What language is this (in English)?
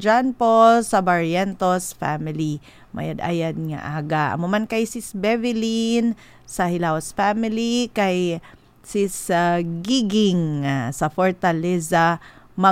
Hiligaynon